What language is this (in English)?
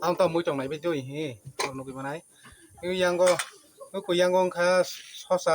Kok Borok